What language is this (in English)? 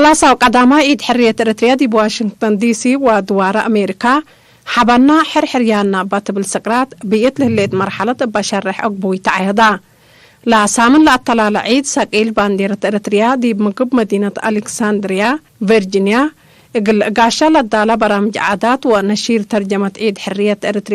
Tigre